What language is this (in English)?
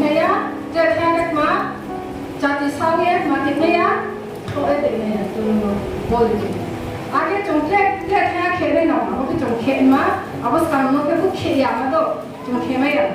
Riang (India)